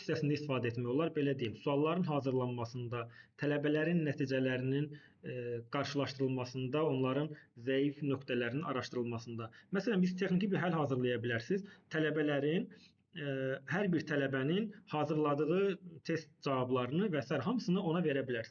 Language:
Azerbaijani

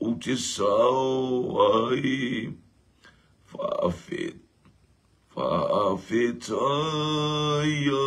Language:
Samoan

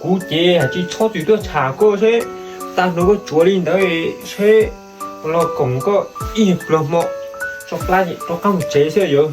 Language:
Hmong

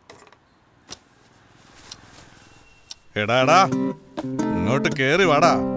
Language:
Malayalam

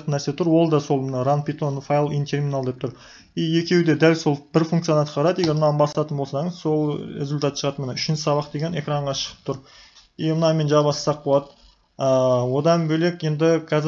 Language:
Kazakh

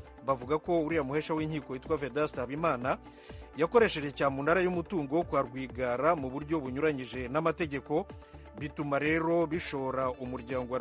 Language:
Kinyarwanda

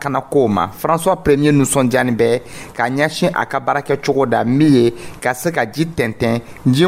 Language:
Dyula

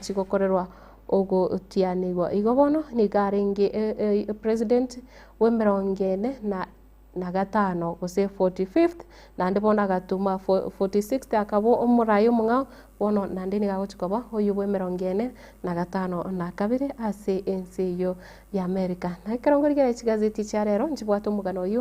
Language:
Gusii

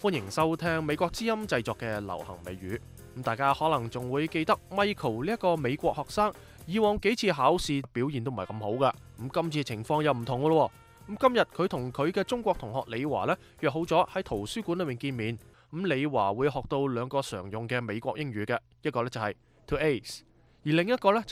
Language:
Cantonese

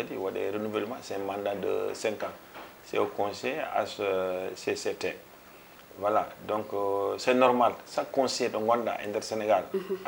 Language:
Fula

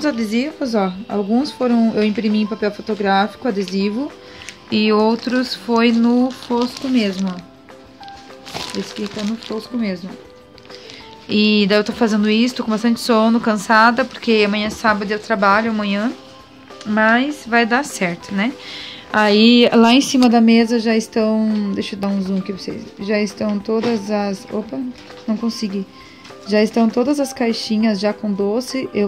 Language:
Portuguese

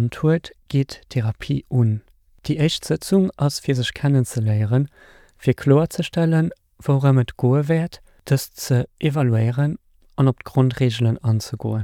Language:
Luxembourgish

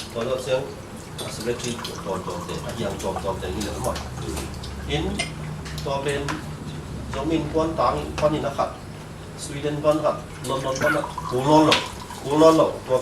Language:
Tedim Chin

